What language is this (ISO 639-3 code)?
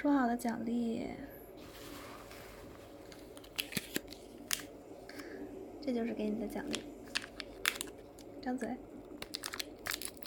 zho